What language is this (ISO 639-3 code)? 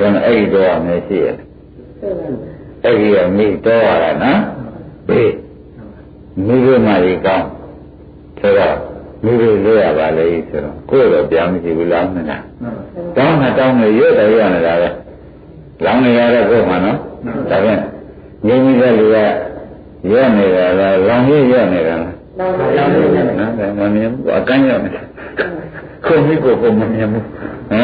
mya